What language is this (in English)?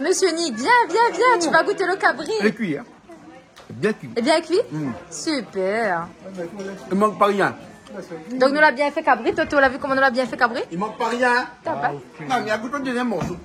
Réunion Creole French